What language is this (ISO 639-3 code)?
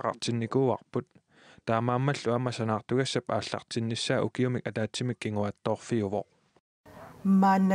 kal